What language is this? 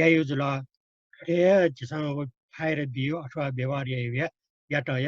Newari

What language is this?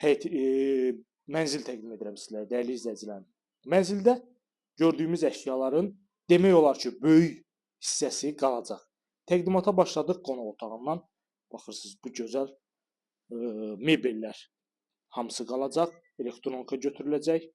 Azerbaijani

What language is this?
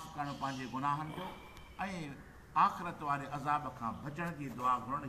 Sindhi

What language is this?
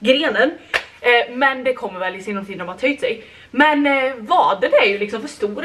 Swedish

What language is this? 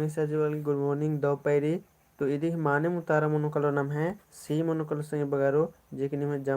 Kurukh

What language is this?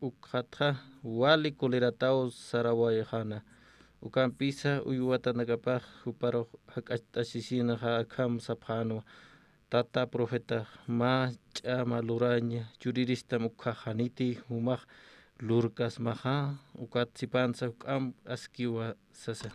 Aymara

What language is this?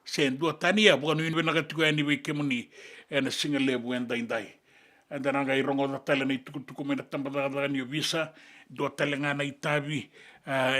Fijian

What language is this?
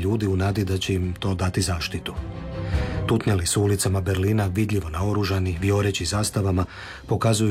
Croatian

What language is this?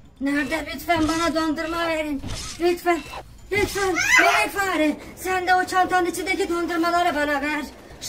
Turkish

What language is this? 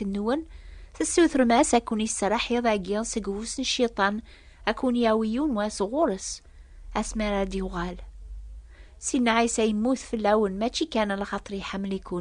Kabyle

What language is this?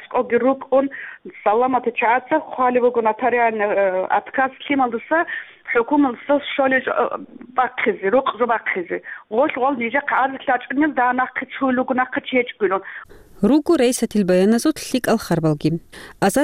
Avaric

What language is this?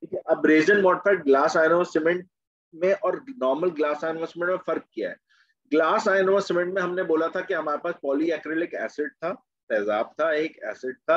Hindi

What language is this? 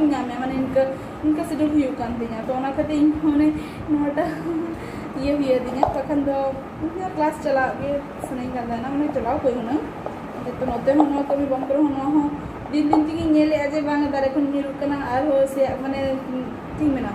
Santali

